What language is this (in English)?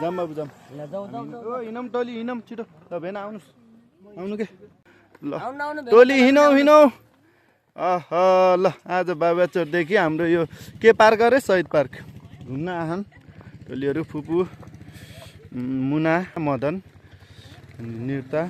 Nepali